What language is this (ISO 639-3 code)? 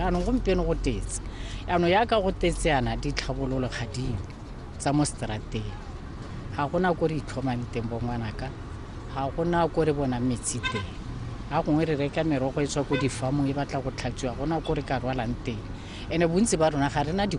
tsn